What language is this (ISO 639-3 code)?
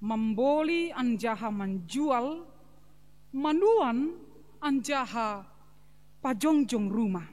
bts